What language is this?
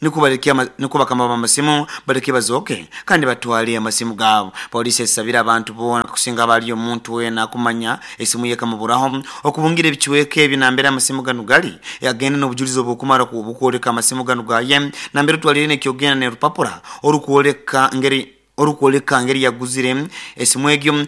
Nyoro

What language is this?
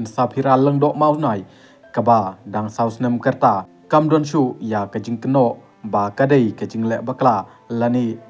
Khasi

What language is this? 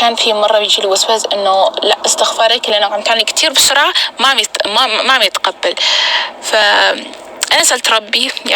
North Levantine Arabic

